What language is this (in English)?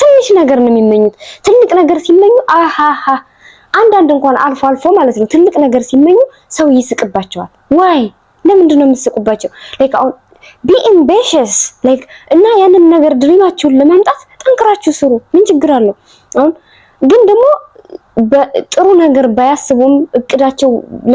Amharic